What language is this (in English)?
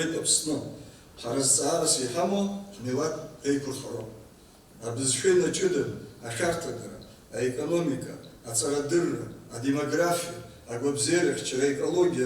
Abkhazian